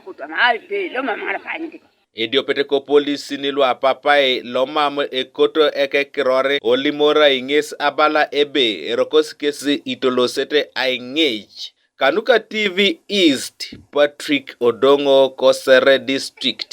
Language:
Teso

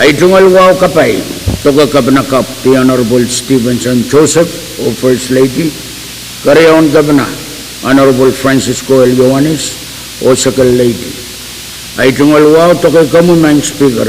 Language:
Pohnpeian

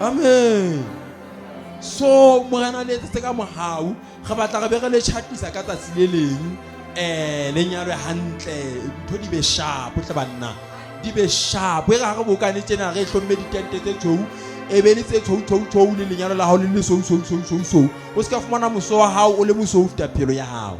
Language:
Southern Sotho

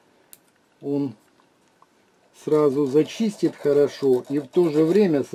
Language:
Russian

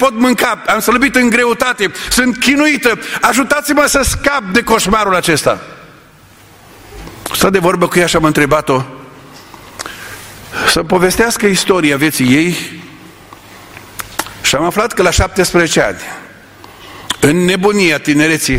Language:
Romanian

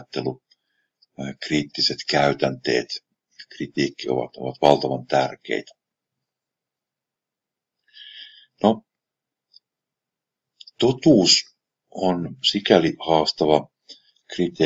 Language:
Finnish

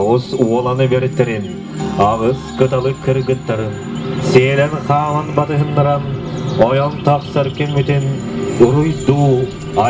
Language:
Yakut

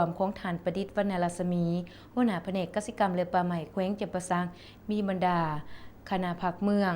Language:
Lao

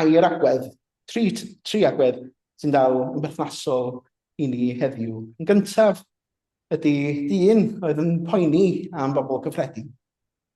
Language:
Welsh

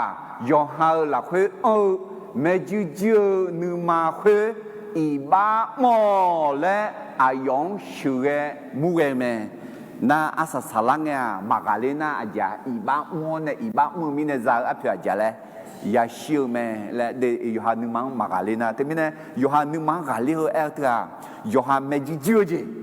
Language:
Akha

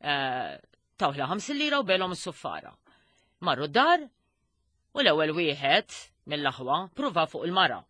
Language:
Maltese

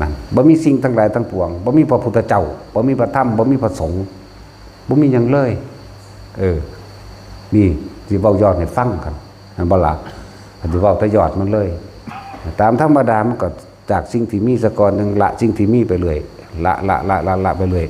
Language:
Lao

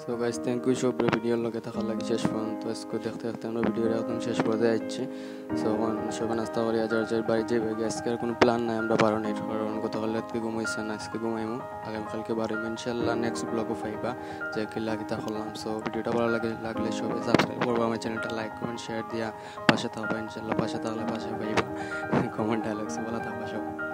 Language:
Sylheti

